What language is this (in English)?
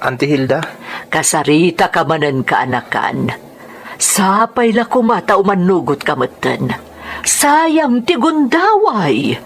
Iloko